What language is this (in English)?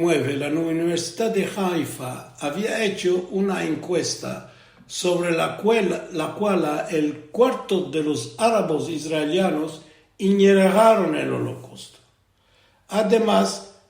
Ladino